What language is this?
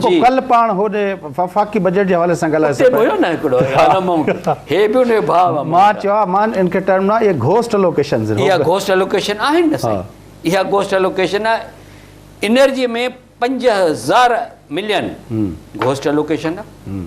Sindhi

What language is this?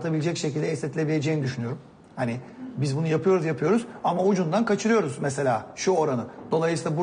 Turkish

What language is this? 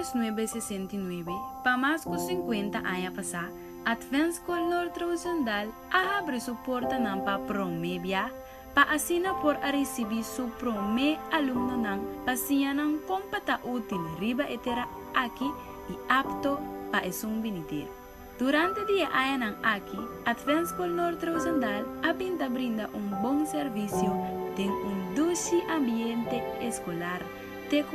Papiamento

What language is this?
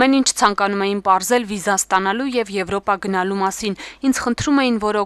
Armenian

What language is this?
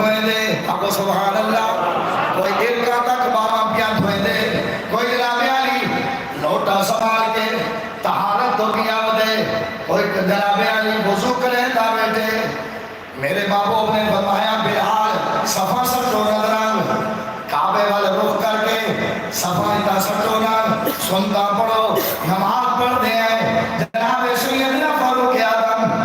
Saraiki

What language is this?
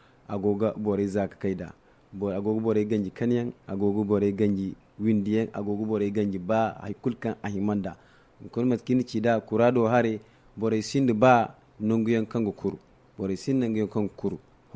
Zarma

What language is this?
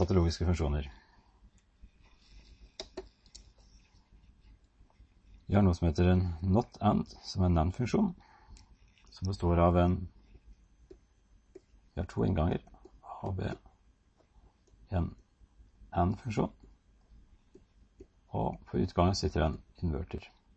Norwegian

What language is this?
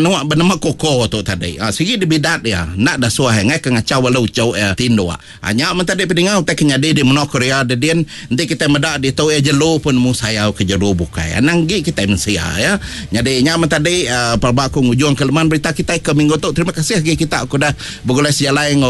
Iban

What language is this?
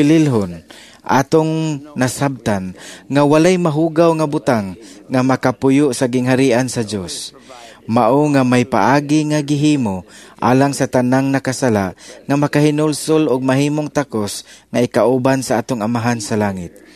Cebuano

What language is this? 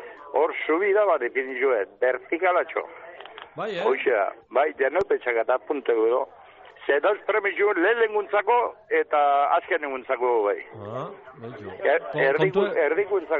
Basque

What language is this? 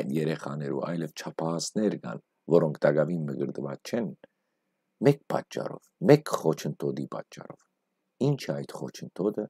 Western Armenian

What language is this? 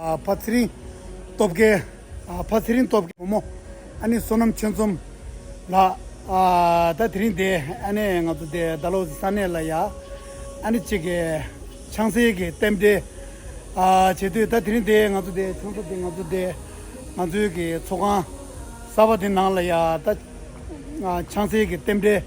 Tibetan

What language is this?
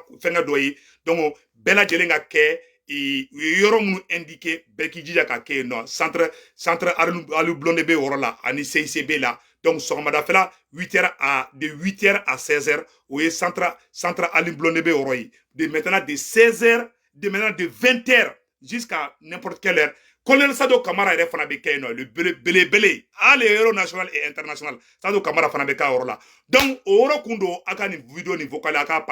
Bambara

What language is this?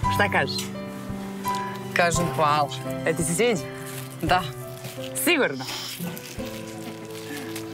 Serbian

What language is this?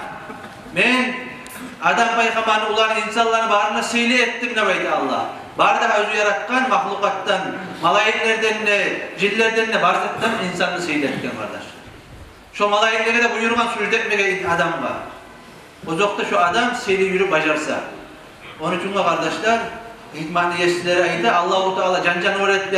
Kumyk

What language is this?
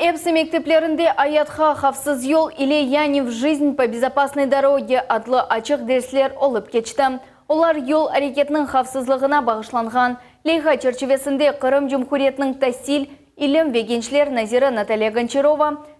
Crimean Tatar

